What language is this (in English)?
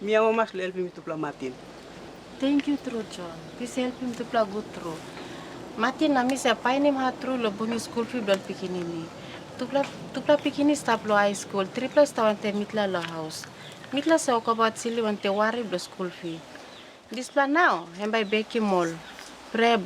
Tok Pisin